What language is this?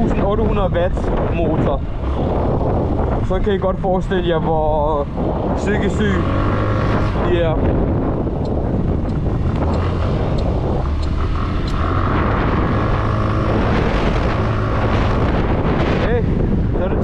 Danish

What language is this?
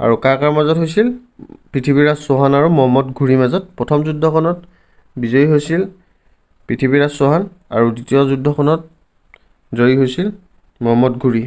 Assamese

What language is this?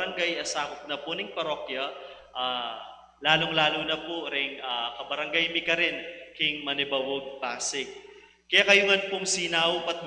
Pampanga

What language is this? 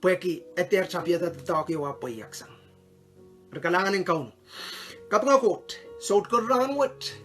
Pohnpeian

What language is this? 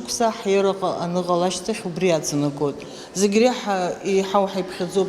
Abkhazian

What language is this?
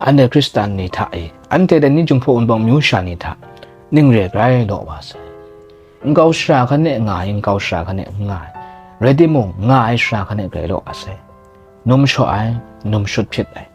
Kachin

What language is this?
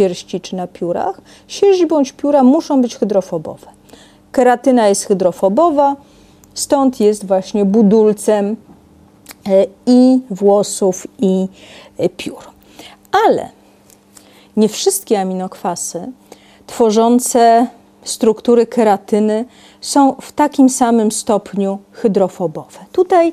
Polish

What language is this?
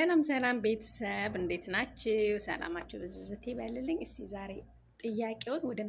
Amharic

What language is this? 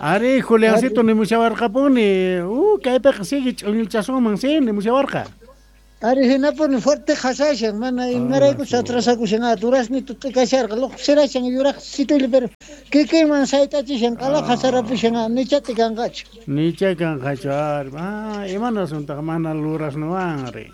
South Bolivian Quechua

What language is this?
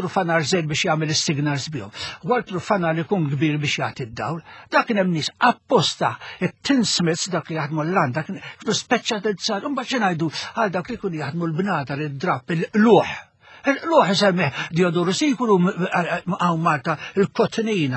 Maltese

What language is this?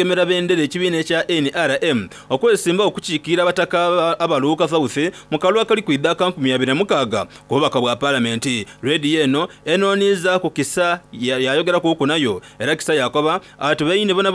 Soga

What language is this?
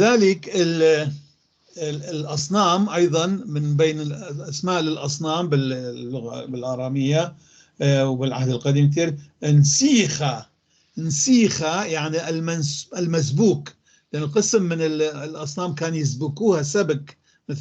North Levantine Arabic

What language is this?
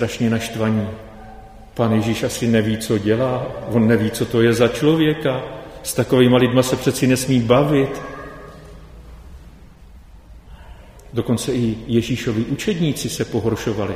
Czech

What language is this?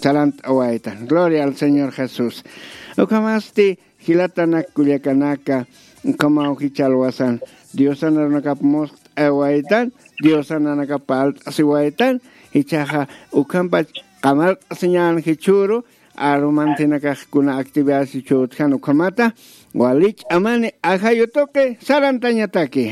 Aymara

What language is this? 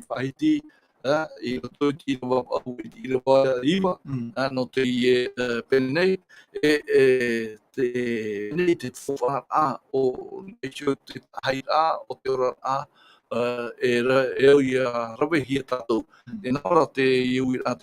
Tahitian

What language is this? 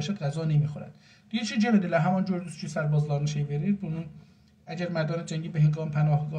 South Azerbaijani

